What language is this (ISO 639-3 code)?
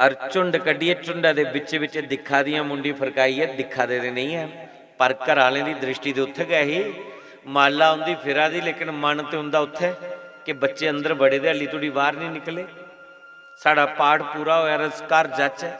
doi